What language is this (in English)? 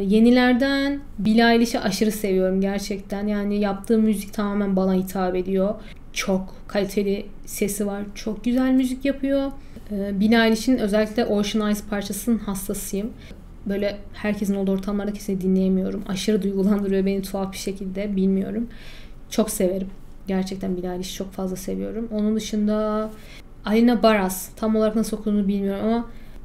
Turkish